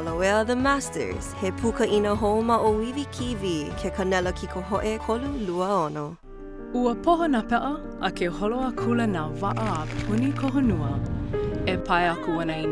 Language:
Hawaiian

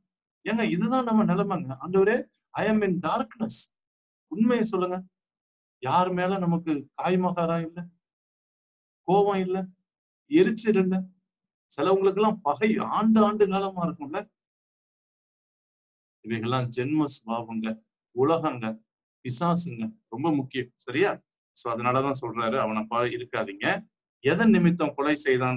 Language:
Tamil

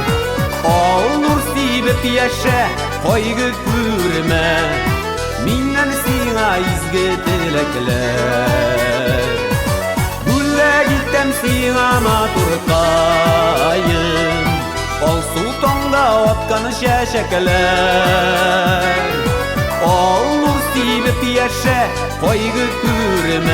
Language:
Bashkir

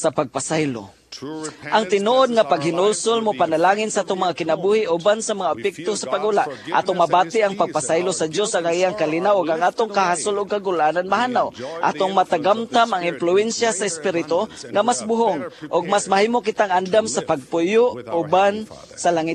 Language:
Cebuano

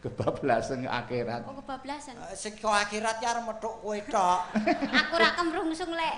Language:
Javanese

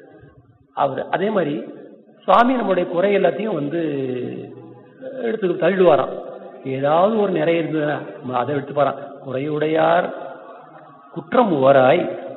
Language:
Tamil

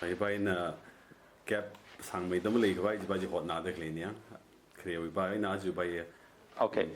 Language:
Tangkhul Naga (India)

